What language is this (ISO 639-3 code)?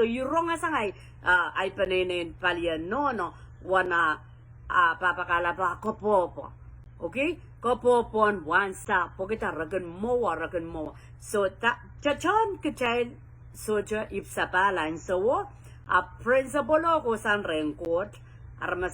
pon